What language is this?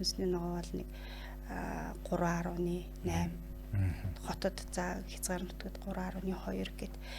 Mongolian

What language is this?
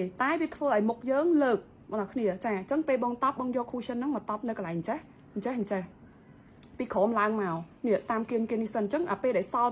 Khmer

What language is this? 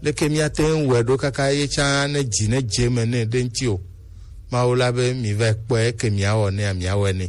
Gen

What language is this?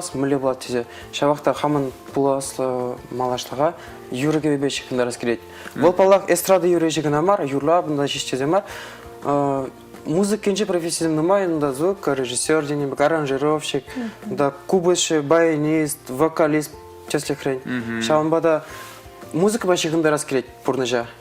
Chuvash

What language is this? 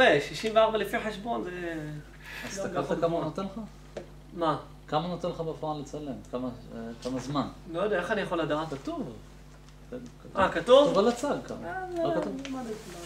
Hebrew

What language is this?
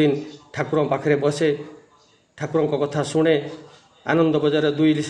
Odia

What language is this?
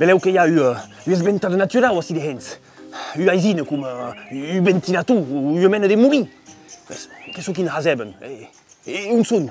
Occitan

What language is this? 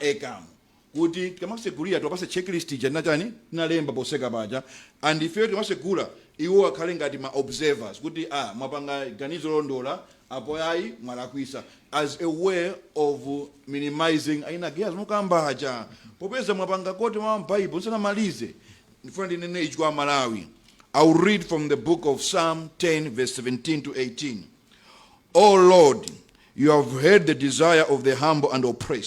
Nyanja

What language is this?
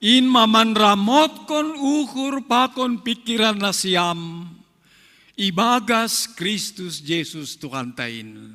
Batak Simalungun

